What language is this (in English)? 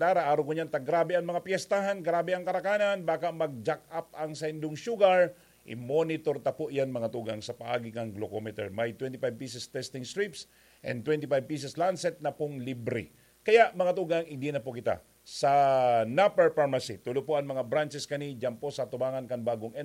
Bikol